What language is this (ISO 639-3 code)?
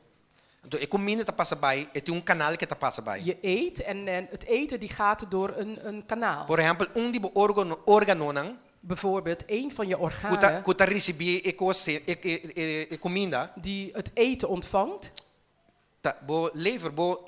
pap